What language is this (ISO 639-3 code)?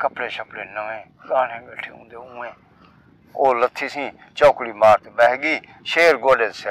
skr